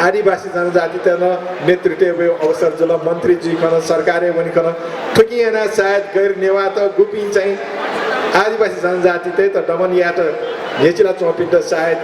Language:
Newari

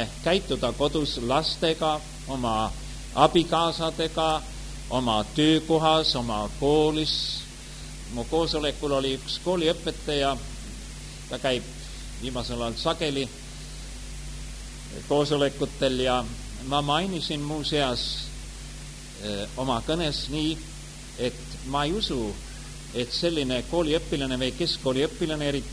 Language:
Estonian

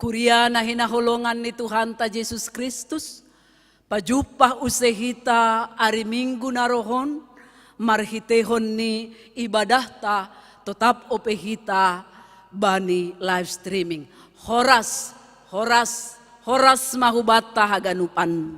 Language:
Batak Simalungun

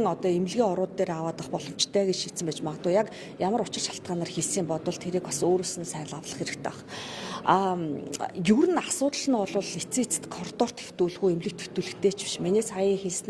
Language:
Mongolian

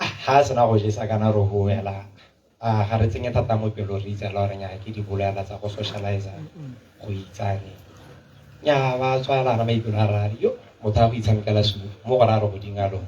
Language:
Tswana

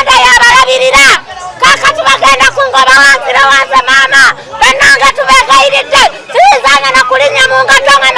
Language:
Ganda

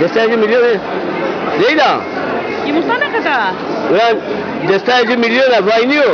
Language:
Zaza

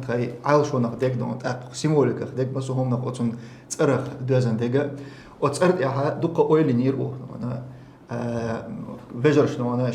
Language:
Chechen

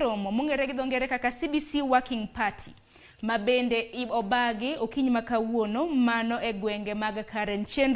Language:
Luo (Kenya and Tanzania)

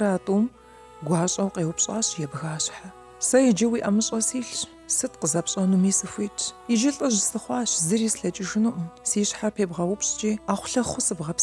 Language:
Kabardian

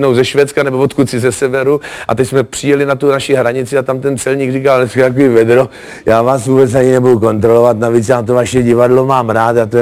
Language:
Czech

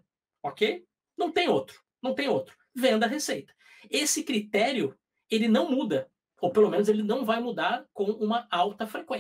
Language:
Portuguese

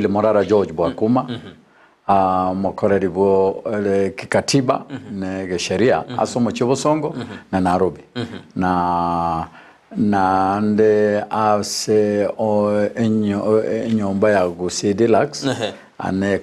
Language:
Gusii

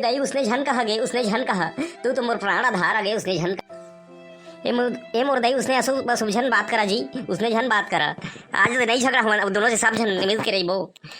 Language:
Chhattisgarhi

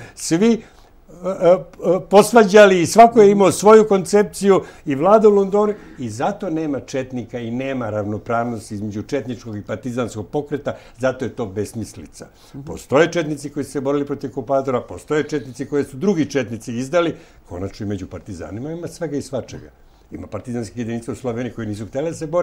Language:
Serbian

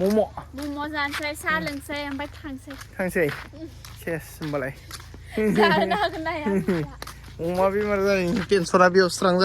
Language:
Bodo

